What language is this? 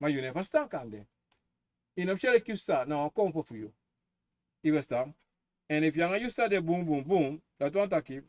Sranan Tongo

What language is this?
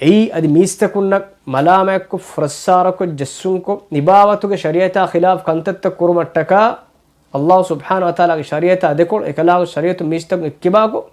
Divehi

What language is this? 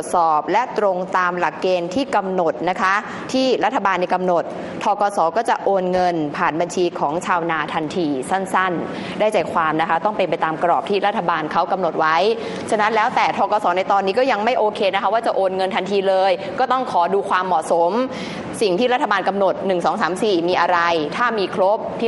Thai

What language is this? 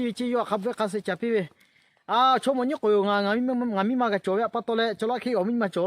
Lahu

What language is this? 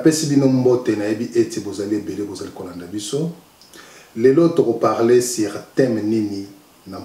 Lingala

